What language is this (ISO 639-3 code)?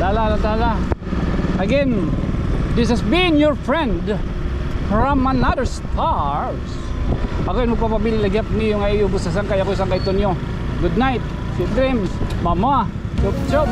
war